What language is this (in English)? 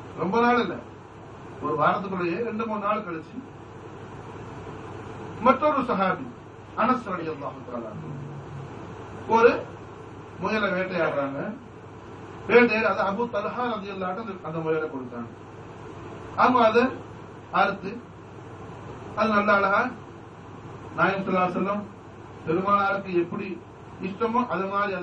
Tamil